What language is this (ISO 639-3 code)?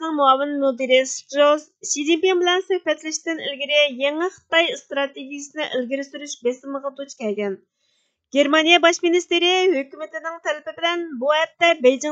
uig